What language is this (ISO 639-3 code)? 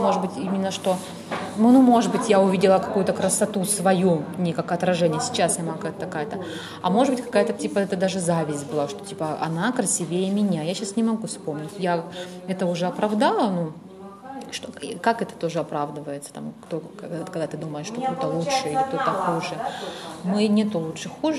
rus